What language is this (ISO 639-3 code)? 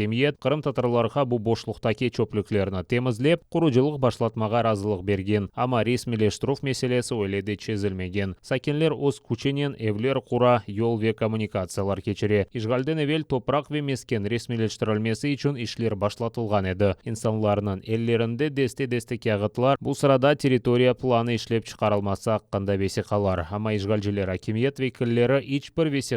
crh